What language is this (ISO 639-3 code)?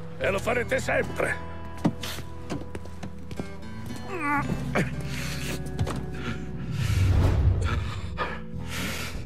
ita